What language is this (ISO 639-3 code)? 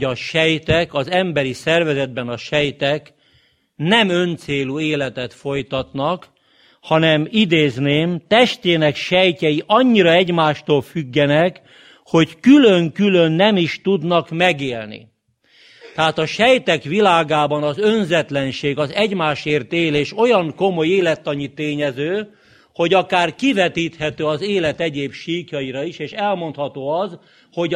hun